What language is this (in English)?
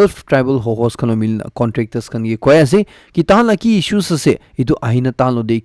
Naga Pidgin